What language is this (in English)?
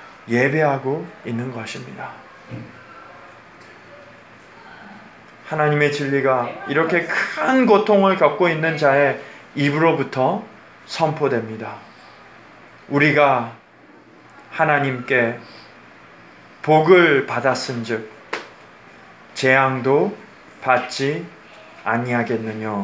Korean